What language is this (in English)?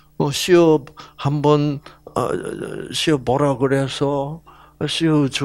Korean